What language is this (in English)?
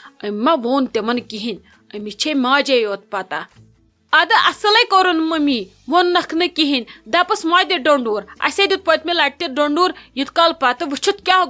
Kashmiri